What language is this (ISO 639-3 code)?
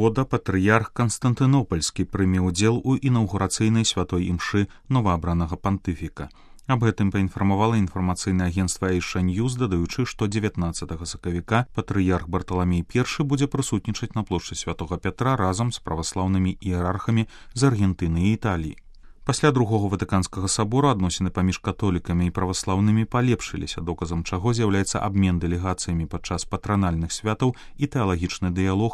bel